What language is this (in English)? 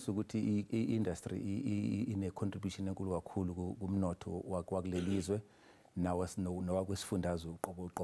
Zulu